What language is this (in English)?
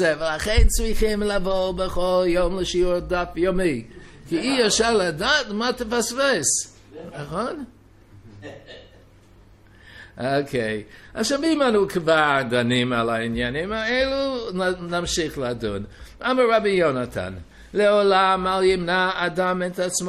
Hebrew